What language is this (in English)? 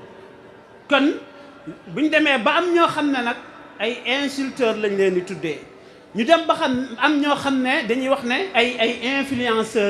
Wolof